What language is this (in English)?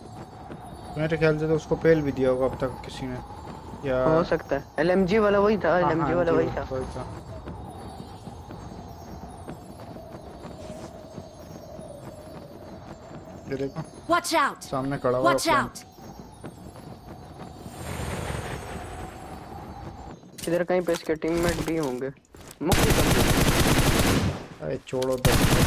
Hindi